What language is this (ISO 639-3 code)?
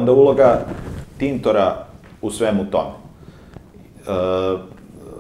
srp